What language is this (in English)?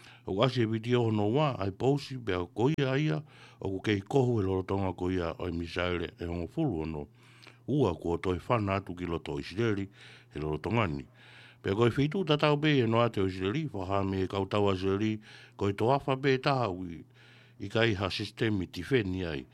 Tongan